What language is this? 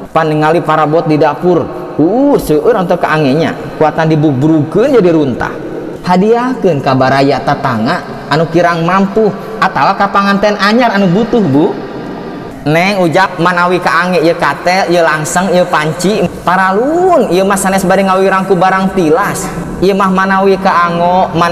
Sundanese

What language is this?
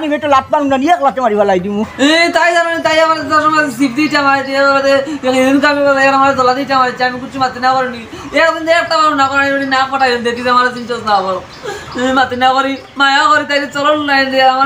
Sylheti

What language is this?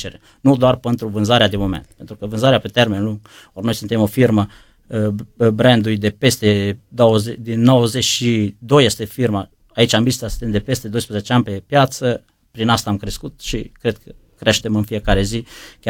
Romanian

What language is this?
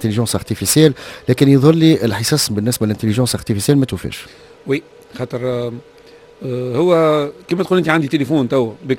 Tunisian Arabic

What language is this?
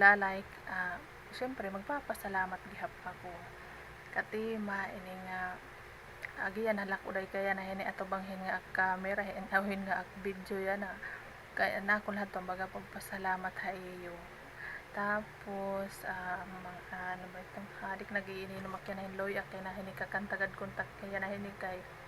Waray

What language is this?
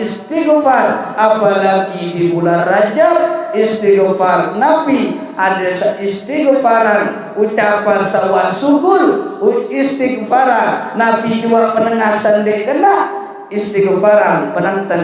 Sasak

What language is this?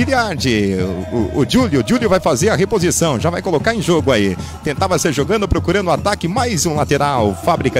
Portuguese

